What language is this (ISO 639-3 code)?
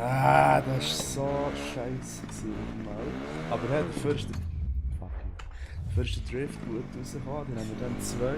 gsw